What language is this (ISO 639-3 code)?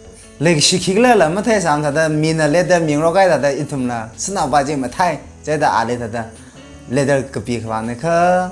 nmf